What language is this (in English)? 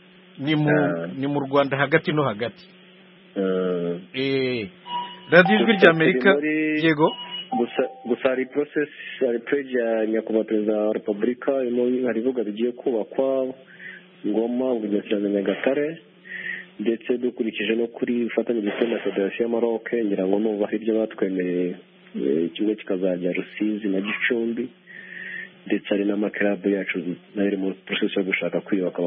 Kinyarwanda